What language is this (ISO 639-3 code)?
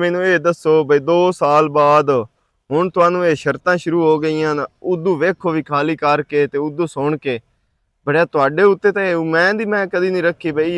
lah